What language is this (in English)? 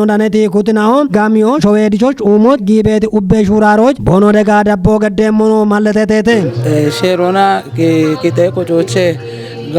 Kafa